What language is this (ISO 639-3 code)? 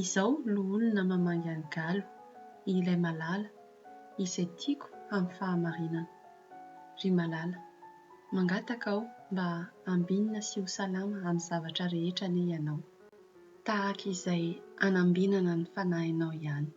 mlg